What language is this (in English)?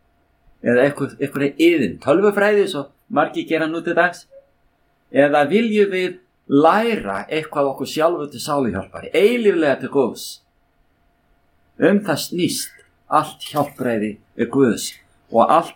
Icelandic